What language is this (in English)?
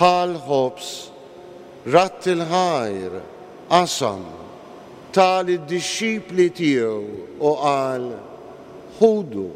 Maltese